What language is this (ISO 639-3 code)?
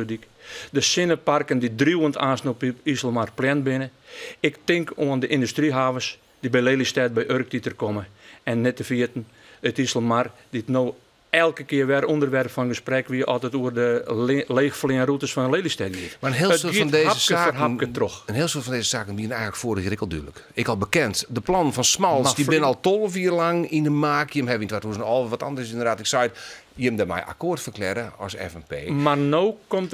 fry